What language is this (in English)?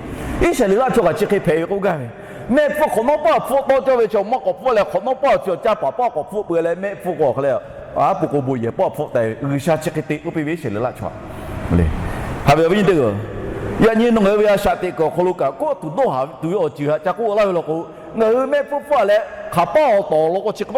Lahu